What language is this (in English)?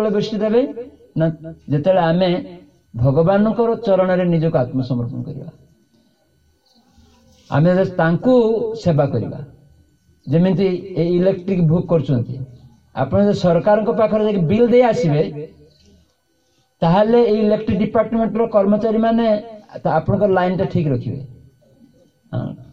Odia